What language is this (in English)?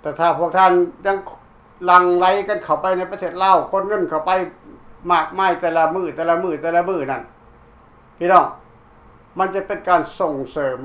Lao